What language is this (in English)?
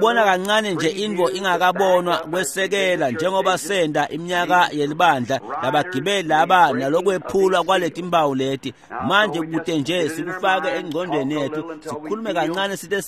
Swati